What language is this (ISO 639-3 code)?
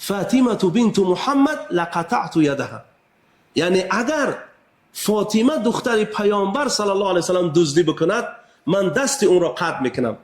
tgk